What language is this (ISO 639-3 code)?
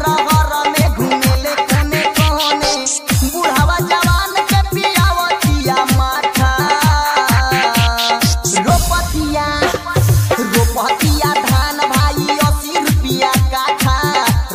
bho